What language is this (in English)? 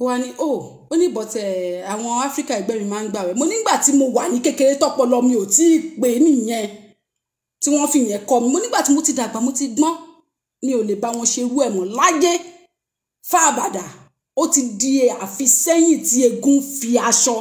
Yoruba